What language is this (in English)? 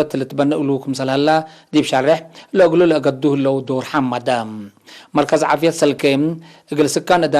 Tigre